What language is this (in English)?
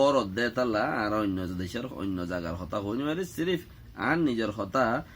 Rohingya